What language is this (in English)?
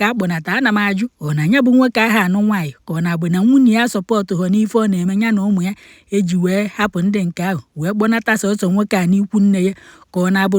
Igbo